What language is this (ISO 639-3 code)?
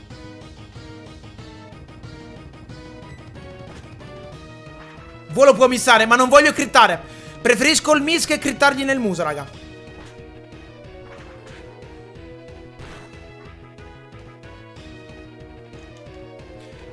ita